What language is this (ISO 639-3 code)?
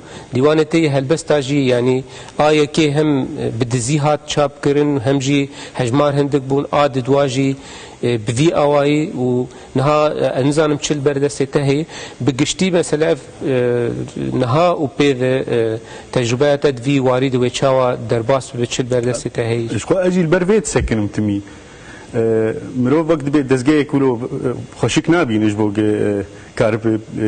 kur